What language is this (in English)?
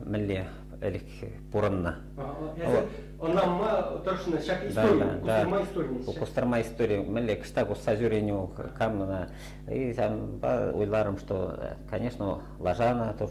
Chuvash